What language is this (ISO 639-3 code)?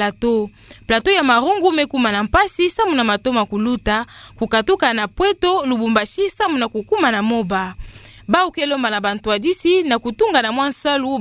ktu